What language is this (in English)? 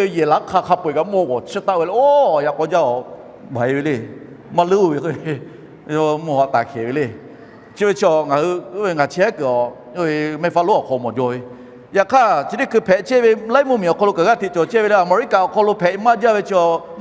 Lahu